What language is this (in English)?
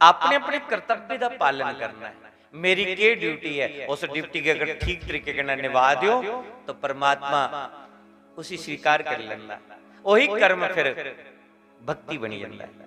Dogri